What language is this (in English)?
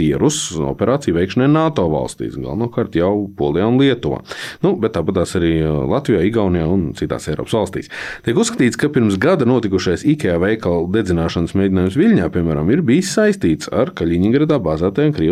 Latvian